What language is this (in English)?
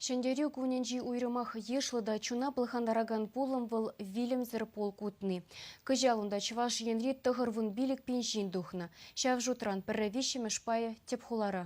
Chuvash